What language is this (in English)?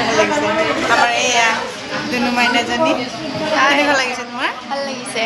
Assamese